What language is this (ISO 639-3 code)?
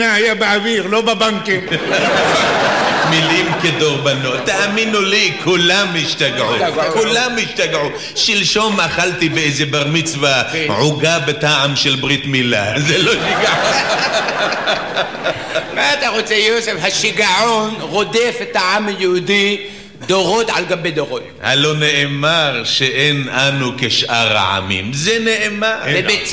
heb